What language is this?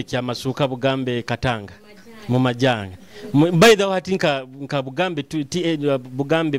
Nyoro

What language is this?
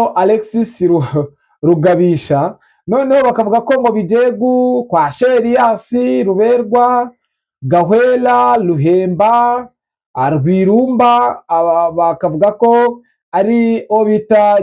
Kinyarwanda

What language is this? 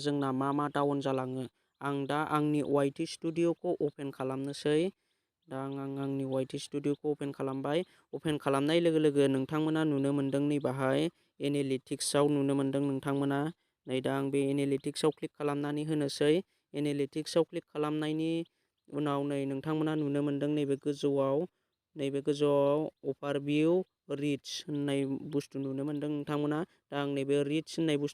Bodo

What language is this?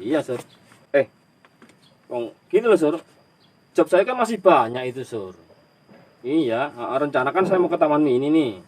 Betawi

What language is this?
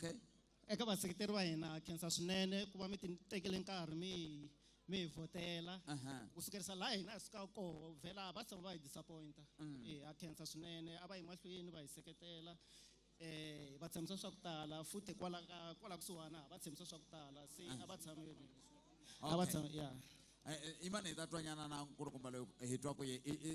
Tsonga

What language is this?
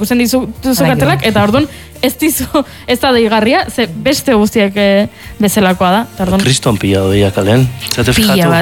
Basque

